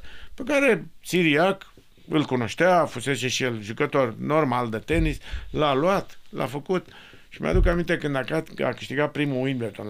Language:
Romanian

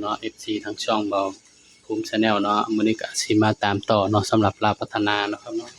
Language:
Northeastern Thai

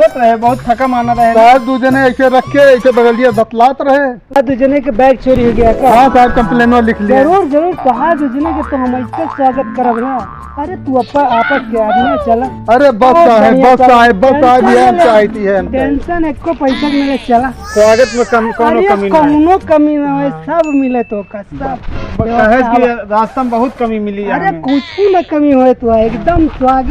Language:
Awadhi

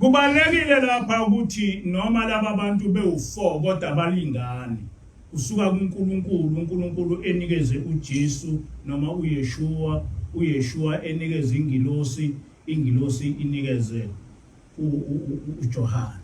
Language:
Zulu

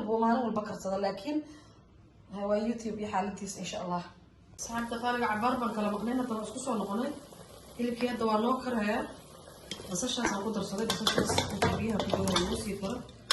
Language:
Somali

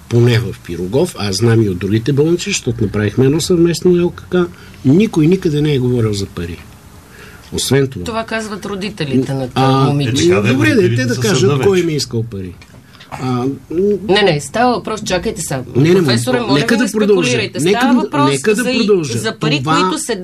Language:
Bulgarian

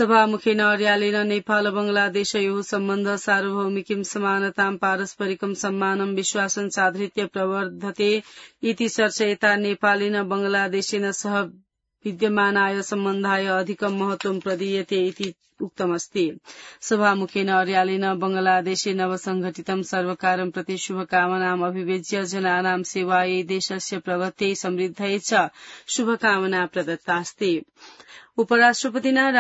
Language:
Sanskrit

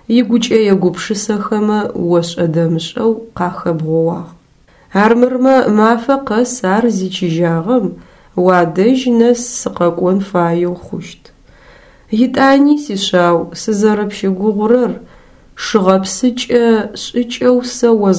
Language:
Adyghe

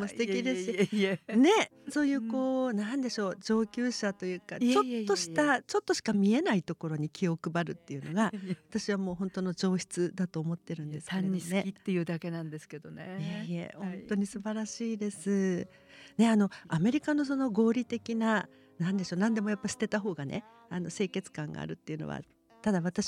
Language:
Japanese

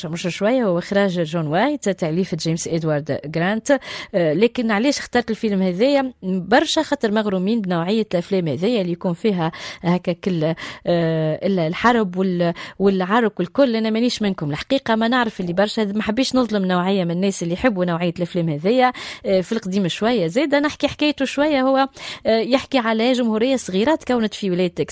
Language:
Tunisian Arabic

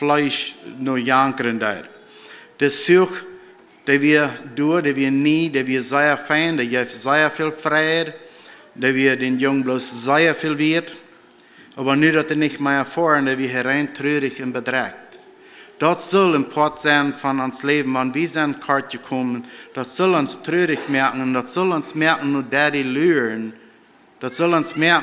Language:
Plautdietsch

